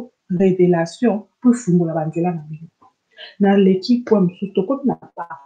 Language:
Lingala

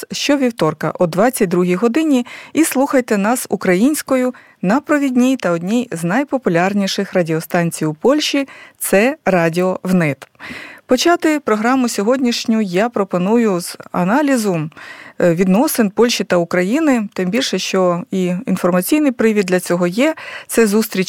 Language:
Ukrainian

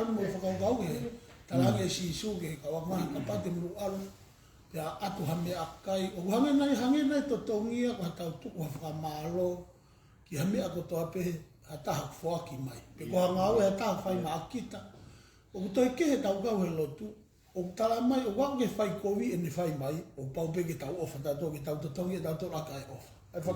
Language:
Tongan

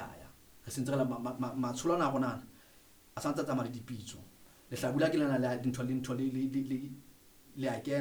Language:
Southern Sotho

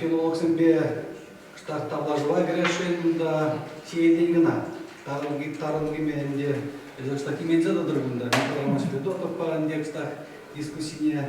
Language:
Chuvash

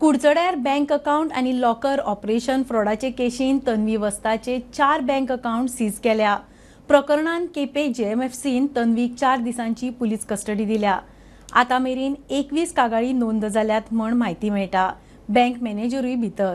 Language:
Konkani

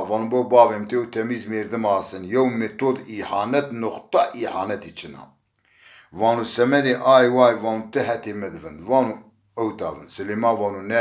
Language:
Zaza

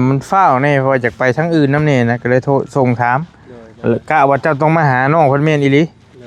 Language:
Northeastern Thai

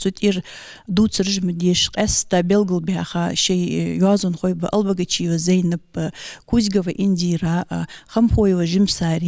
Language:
Ingush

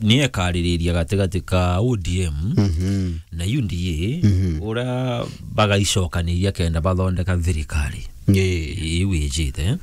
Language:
Meru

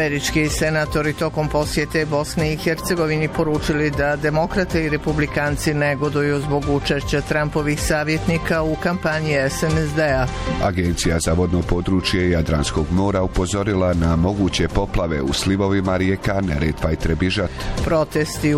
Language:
Bosnian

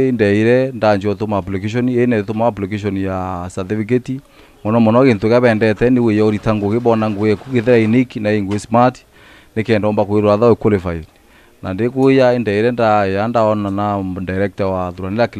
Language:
Meru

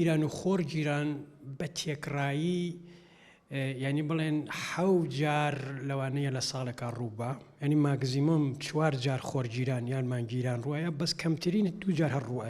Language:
Central Kurdish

